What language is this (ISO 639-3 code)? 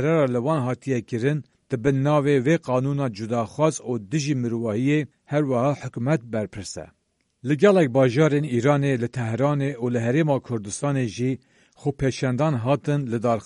kur